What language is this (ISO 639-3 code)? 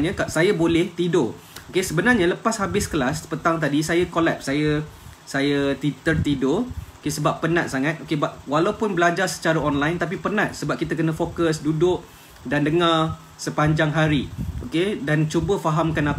msa